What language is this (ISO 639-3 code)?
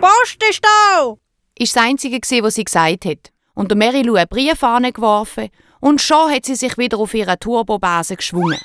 gsw